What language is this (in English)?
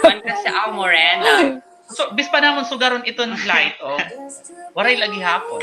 Waray